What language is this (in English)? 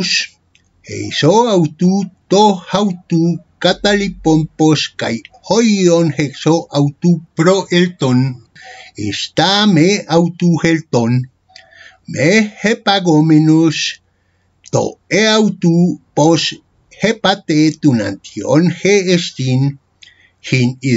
Ancient Greek